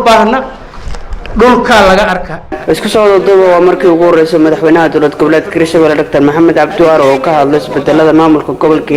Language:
Somali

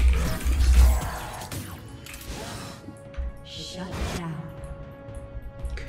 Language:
Chinese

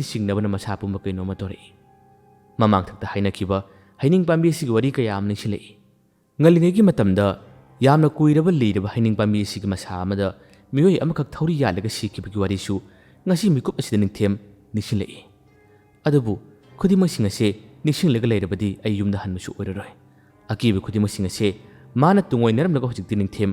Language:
Manipuri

